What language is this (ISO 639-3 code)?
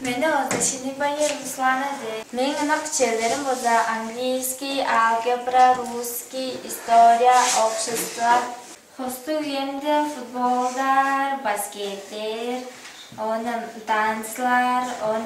tyv